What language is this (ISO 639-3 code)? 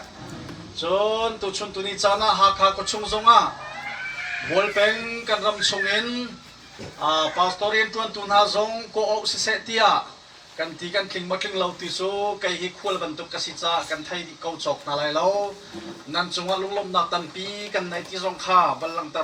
cnh